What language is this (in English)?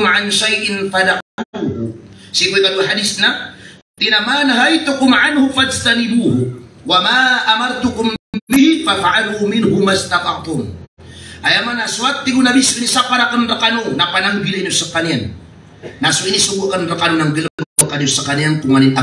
Maranao